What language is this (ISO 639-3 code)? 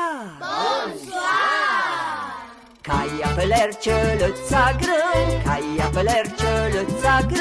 frp